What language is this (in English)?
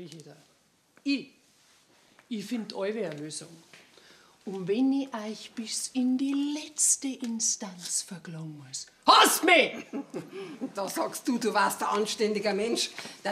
Bavarian